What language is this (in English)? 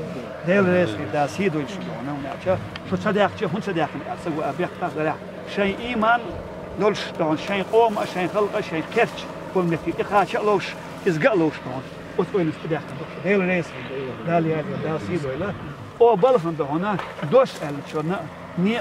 Chechen